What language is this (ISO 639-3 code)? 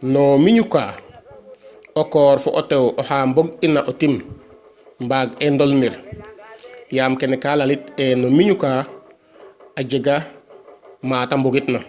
srr